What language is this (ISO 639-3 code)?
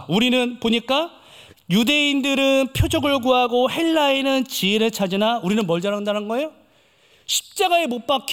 kor